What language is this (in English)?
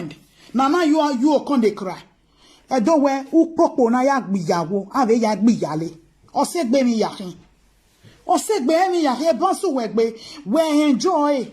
Nigerian Pidgin